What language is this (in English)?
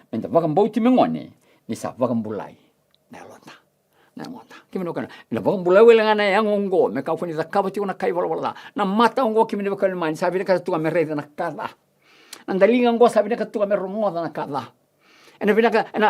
Fijian